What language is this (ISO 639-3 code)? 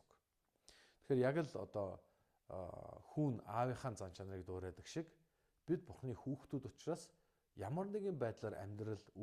mon